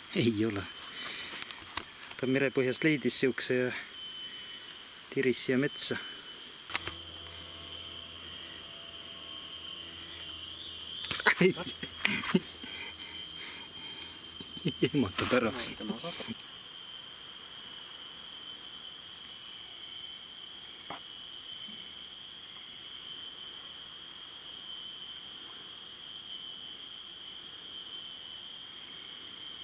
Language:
Estonian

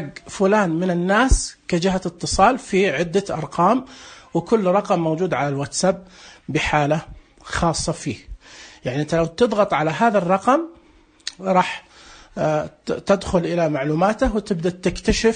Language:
Najdi Arabic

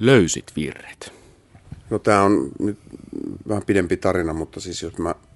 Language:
Finnish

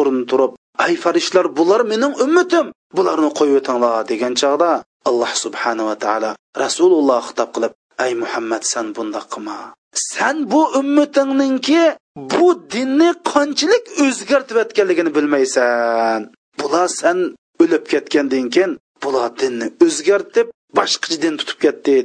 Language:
Uyghur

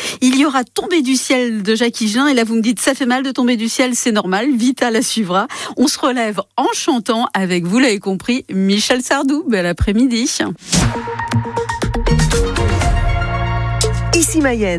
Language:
French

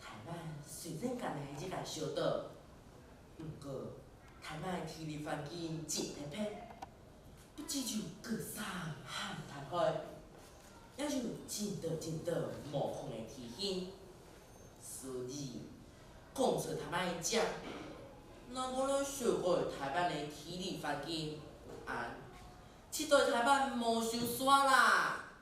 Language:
Hakka Chinese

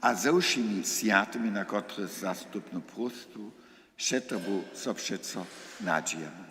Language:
Upper Sorbian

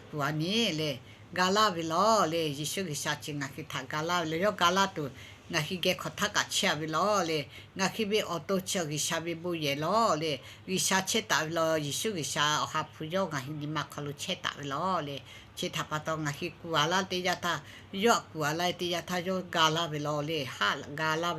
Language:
Lahu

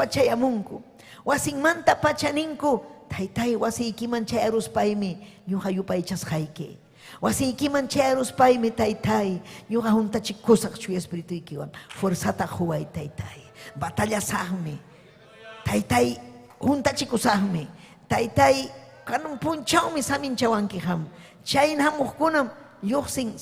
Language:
Ayacucho Quechua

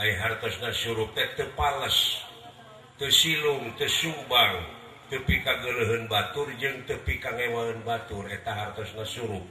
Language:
Sundanese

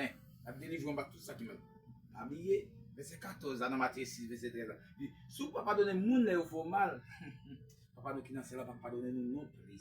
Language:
Haitian Creole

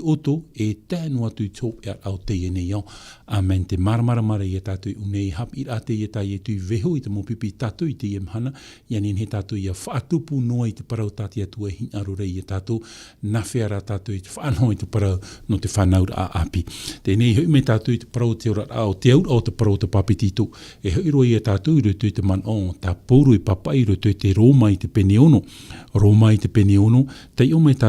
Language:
Tahitian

